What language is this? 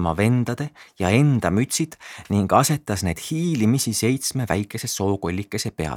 Estonian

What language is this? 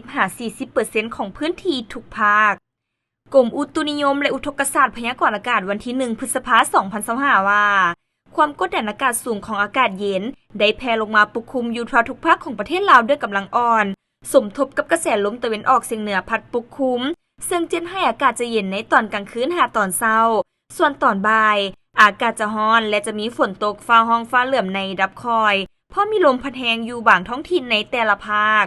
Lao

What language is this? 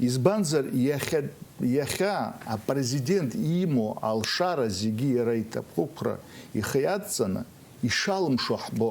Abkhazian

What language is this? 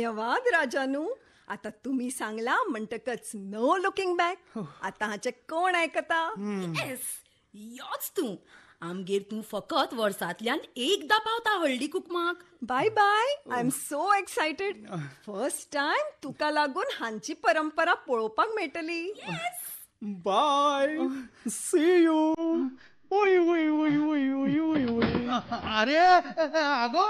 Konkani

